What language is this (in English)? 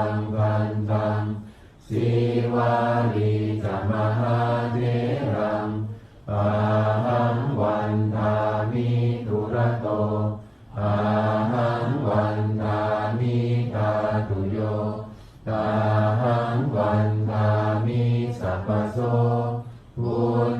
Pali